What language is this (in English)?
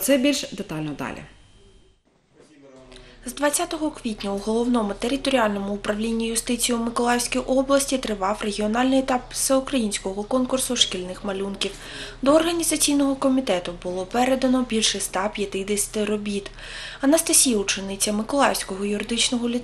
Ukrainian